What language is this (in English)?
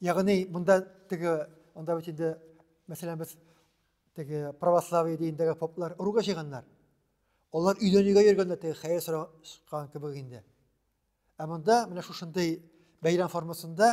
Tatar